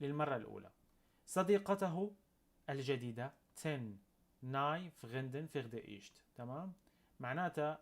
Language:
North Levantine Arabic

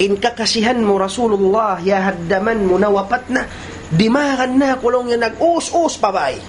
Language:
Tausug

